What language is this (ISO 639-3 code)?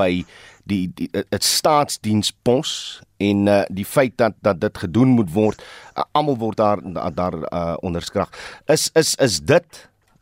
afr